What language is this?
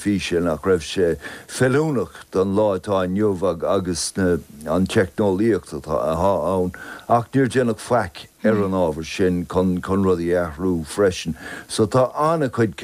Irish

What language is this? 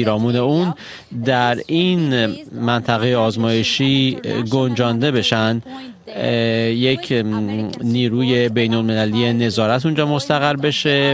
Persian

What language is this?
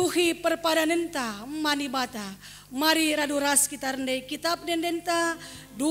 Batak Karo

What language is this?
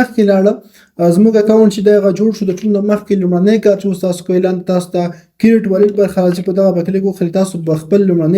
Pashto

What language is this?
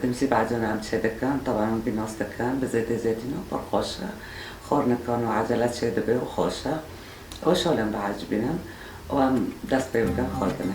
Kurdish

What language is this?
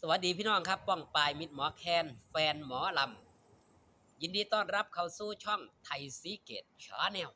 Northeastern Thai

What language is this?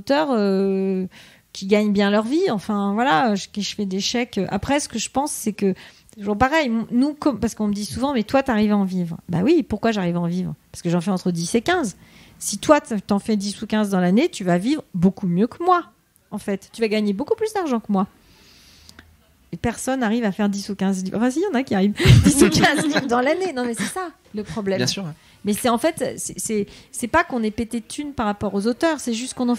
French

